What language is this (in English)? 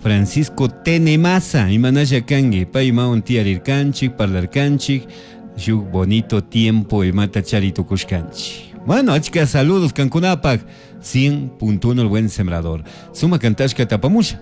Chimborazo Highland Quichua